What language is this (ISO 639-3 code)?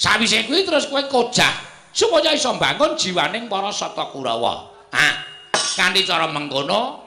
jav